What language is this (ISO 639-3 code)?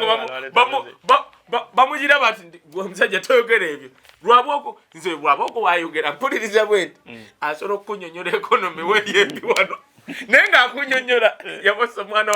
lug